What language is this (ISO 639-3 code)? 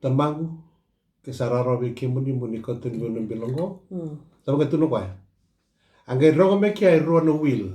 fij